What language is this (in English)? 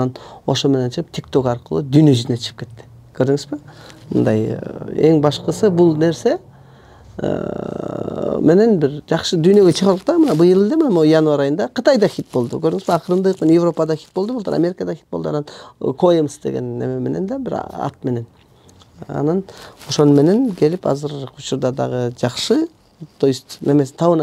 Kyrgyz